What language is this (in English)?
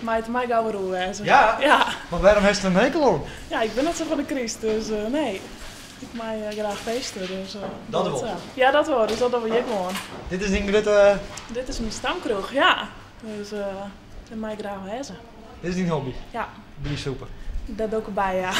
Western Frisian